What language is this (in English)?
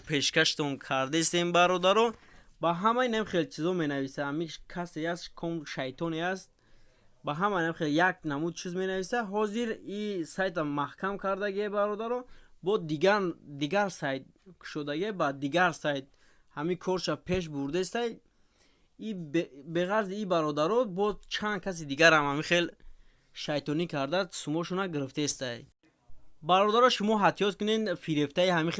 Tajik